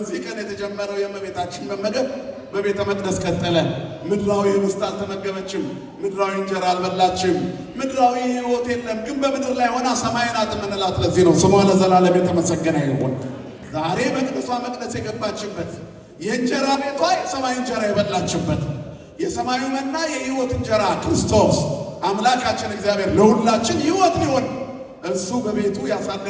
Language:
Amharic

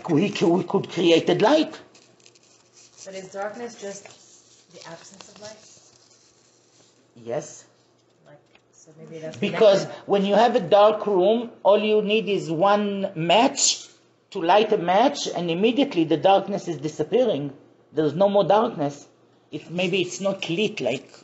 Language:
English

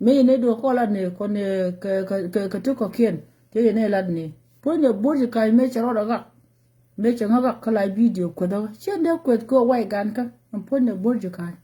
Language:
Nuer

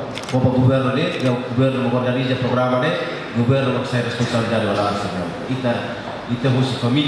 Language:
Tetum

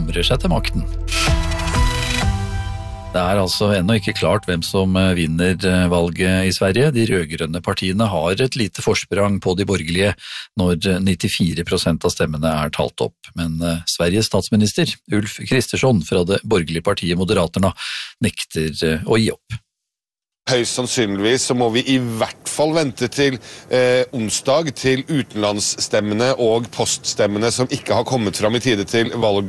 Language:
Norwegian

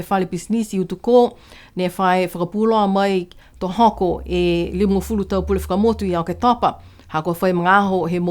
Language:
Niuean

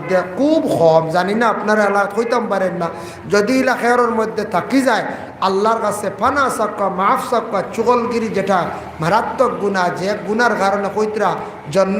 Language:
Sylheti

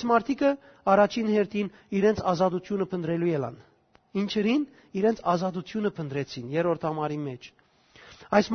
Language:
Western Armenian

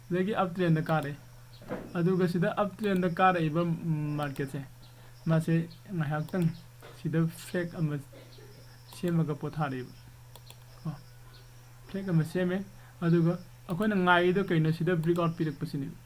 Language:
Manipuri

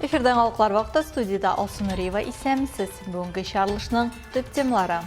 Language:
Tatar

